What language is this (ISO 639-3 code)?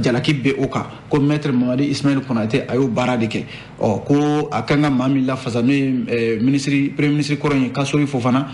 bam